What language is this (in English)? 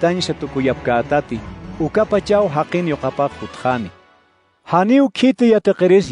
Aymara